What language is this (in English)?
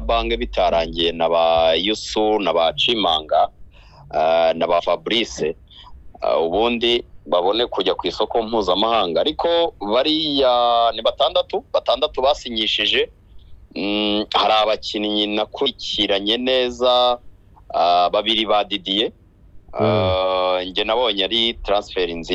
Kinyarwanda